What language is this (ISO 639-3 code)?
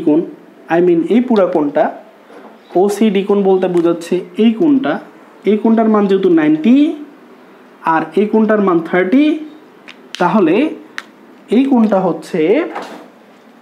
ben